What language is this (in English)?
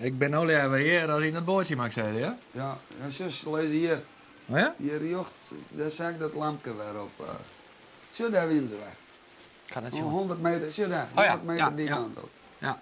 Western Frisian